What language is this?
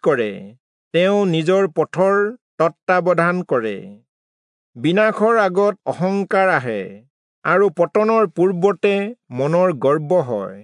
Assamese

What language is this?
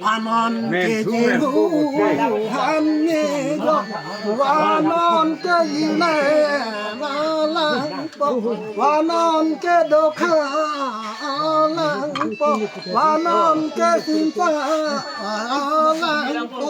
Karbi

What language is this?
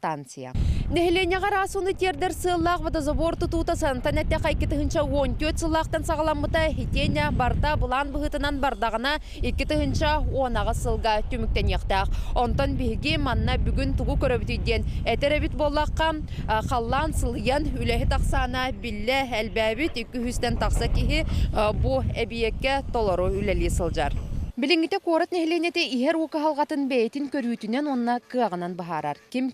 Yakut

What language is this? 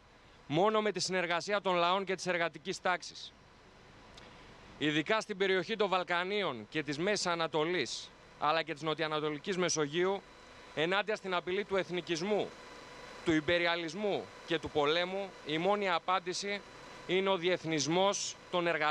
Greek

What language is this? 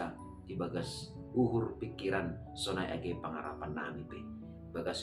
Batak Simalungun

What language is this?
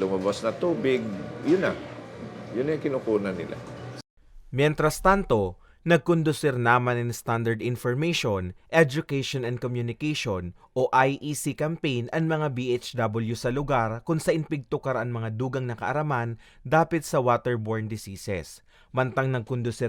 Bikol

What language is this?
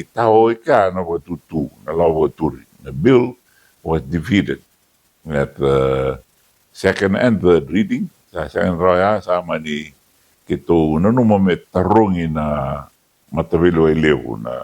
Fijian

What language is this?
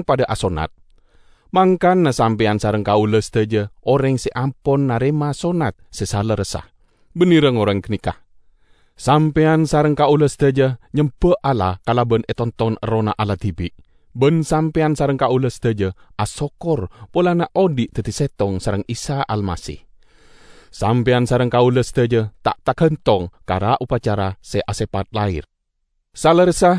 Madurese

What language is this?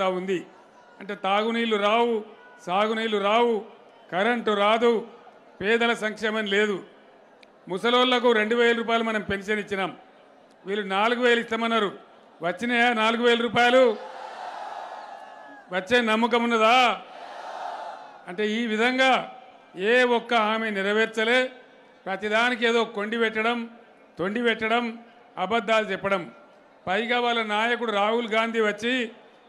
Telugu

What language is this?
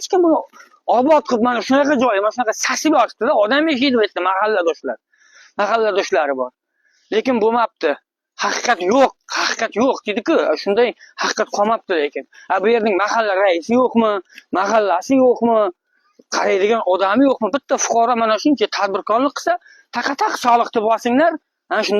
Uzbek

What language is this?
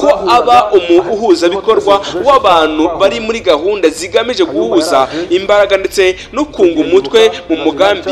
Kinyarwanda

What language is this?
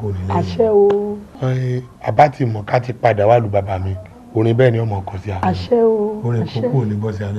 Yoruba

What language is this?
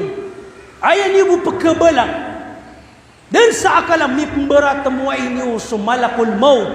Maranao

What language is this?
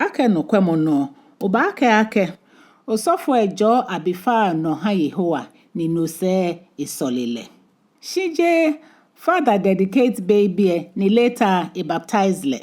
Ga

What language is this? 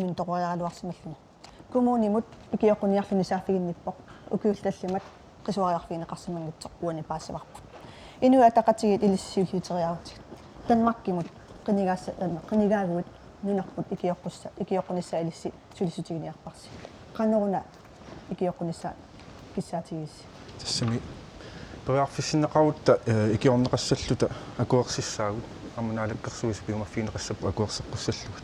Kalaallisut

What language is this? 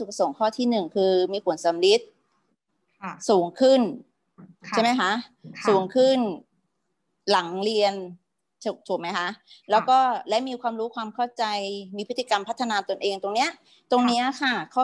Thai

